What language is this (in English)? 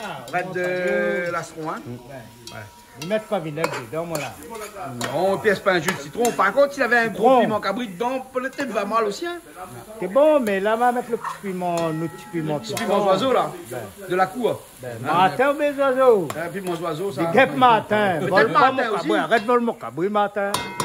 Réunion Creole French